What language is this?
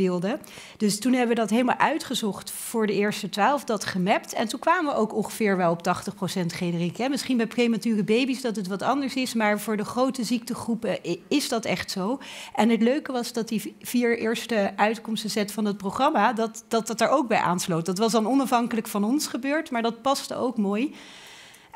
Dutch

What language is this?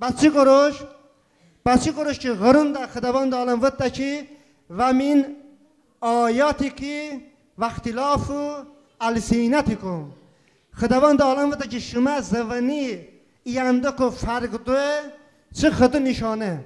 Talysh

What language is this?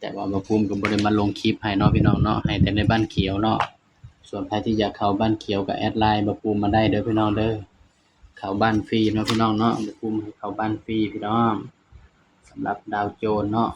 Northeastern Thai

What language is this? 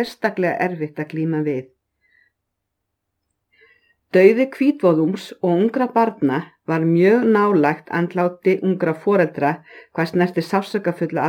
Icelandic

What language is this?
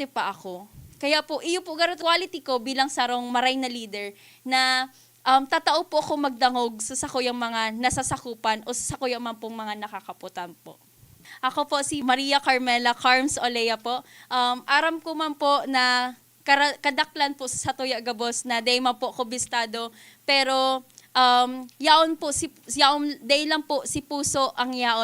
Bikol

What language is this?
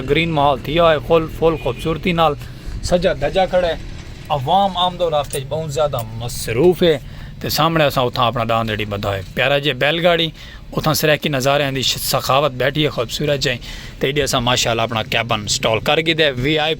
Saraiki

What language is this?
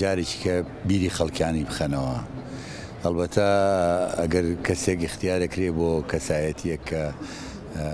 Central Kurdish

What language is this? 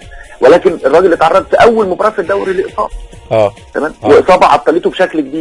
Egyptian Arabic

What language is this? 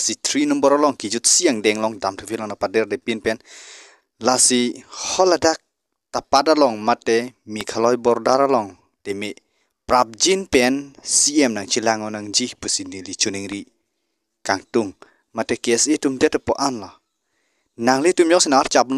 Karbi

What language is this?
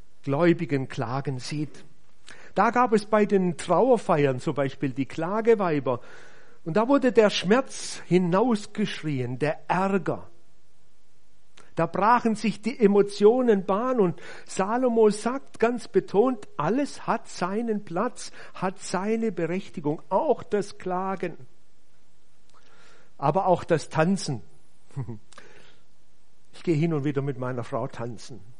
German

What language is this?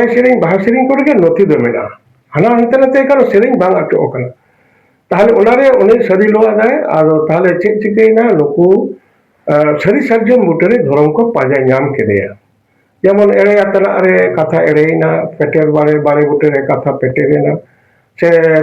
Santali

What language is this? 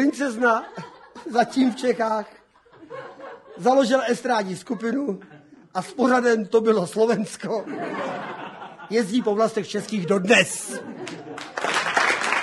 Czech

